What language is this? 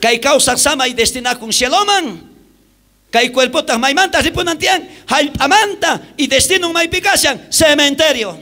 South Bolivian Quechua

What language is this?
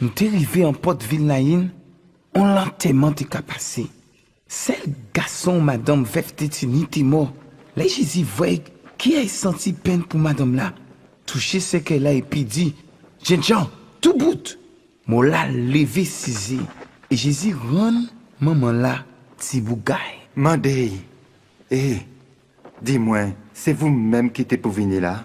Guadeloupean Creole French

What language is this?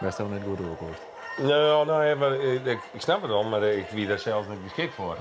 Western Frisian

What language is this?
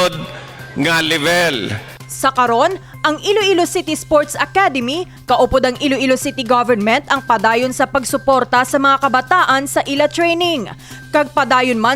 Hiligaynon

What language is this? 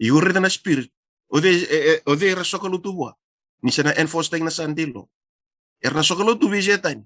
Fijian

